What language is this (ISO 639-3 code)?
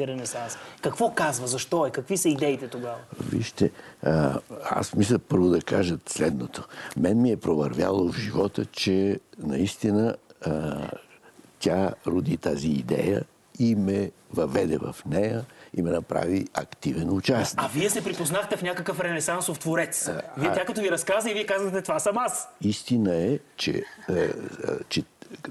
bul